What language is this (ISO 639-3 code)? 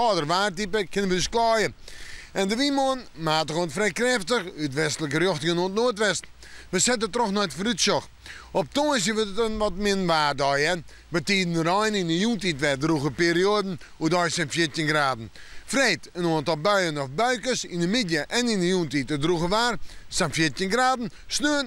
fry